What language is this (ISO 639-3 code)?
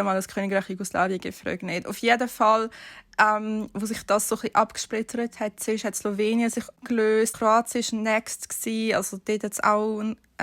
gsw